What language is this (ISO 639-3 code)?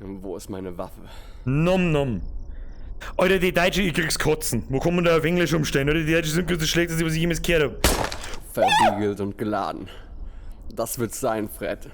bar